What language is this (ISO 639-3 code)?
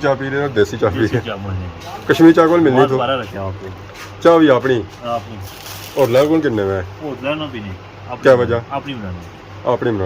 phr